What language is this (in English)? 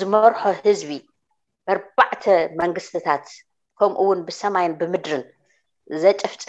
Tigrinya